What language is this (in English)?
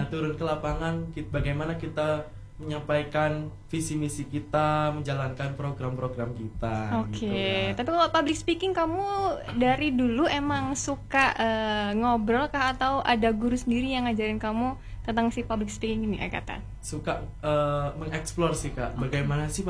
Indonesian